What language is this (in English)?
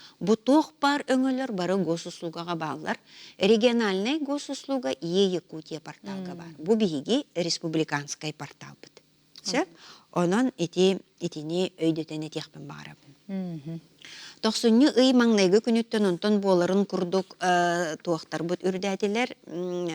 Yakut